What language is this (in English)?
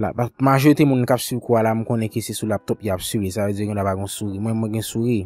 Haitian Creole